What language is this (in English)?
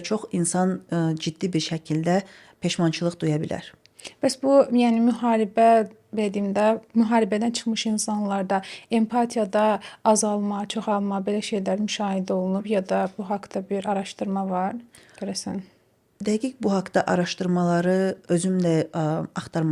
Azerbaijani